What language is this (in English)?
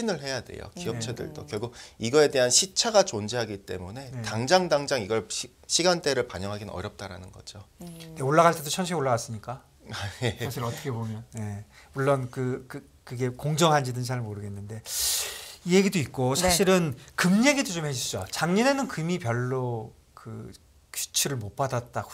Korean